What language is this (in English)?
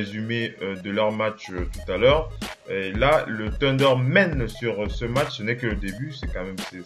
French